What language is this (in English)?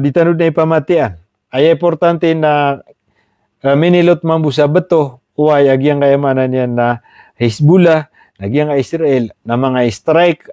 Maranao